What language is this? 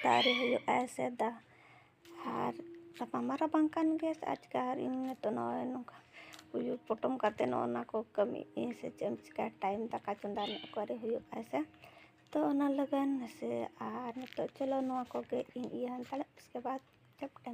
Santali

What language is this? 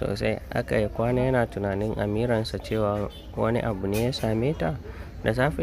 Hausa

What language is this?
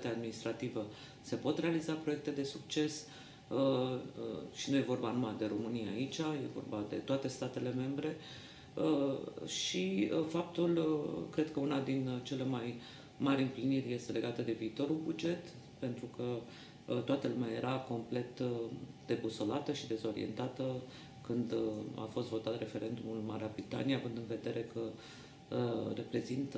Romanian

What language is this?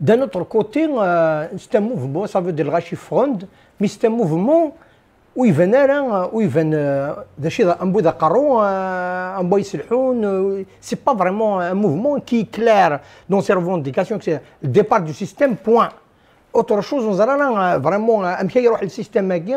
Kabyle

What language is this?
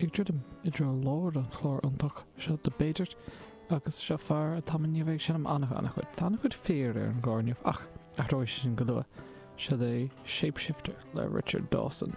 Irish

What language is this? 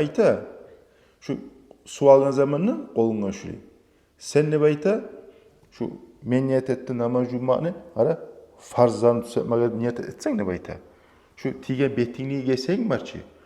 Kumyk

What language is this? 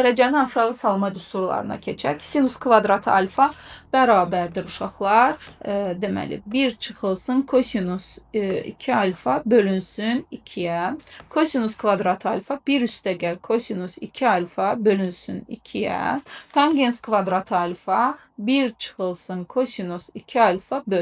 Azerbaijani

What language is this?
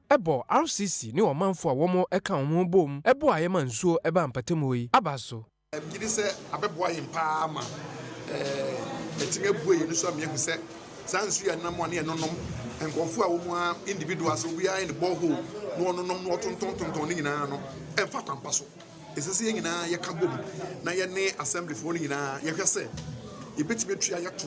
Akan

